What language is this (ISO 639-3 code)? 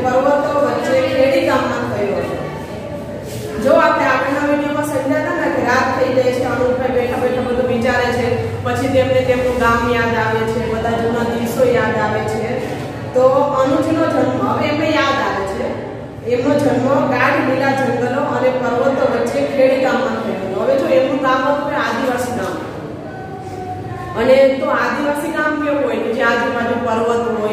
guj